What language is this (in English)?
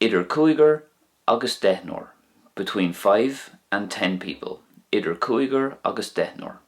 Irish